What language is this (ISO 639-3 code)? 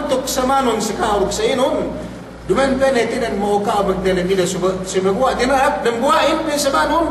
yka